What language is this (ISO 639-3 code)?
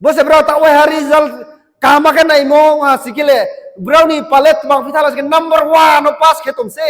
ria